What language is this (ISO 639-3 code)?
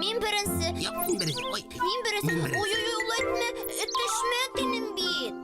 bak